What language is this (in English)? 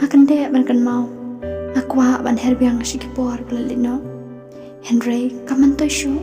Khasi